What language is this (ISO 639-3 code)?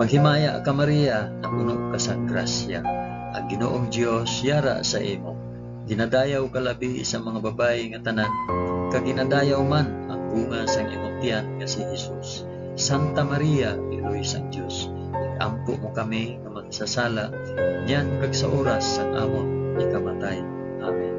hil